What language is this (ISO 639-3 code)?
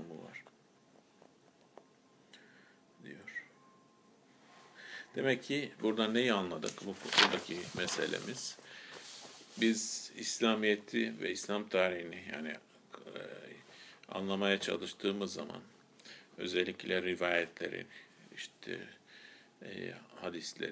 tur